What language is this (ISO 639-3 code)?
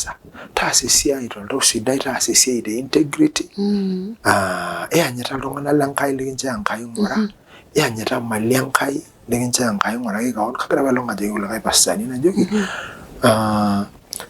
mas